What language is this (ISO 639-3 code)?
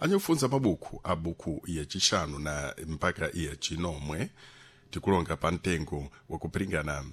seh